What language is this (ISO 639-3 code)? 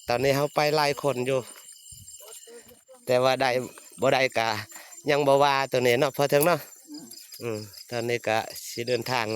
lao